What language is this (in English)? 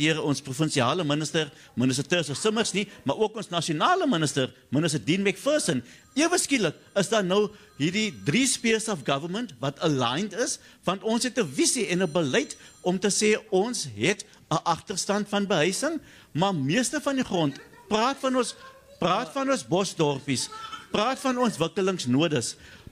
Afrikaans